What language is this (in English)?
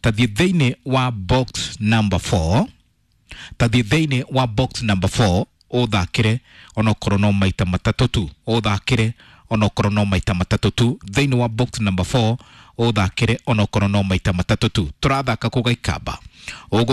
Kikuyu